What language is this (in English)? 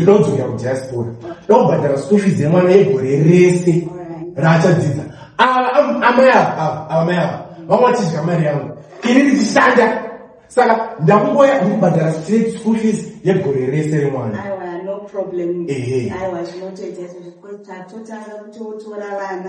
Shona